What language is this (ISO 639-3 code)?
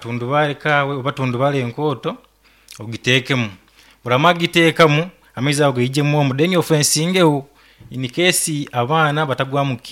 nyo